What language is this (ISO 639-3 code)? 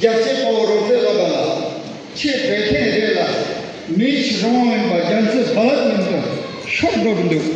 bod